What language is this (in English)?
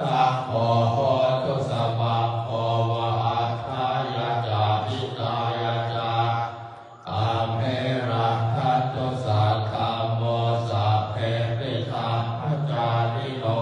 Pali